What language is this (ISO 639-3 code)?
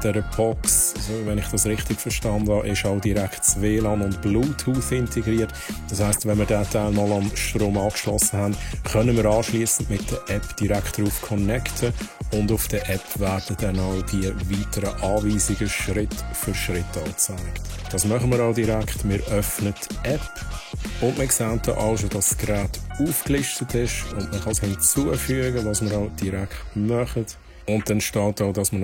gsw